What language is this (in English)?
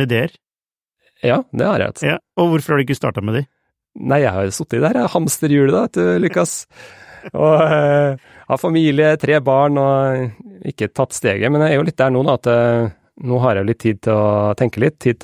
Norwegian